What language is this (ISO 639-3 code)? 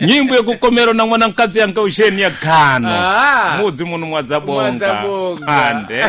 seh